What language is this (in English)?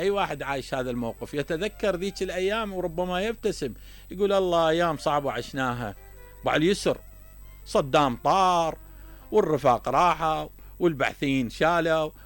Mesopotamian Arabic